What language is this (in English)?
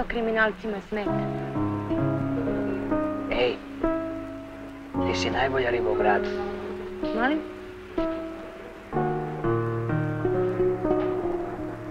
Croatian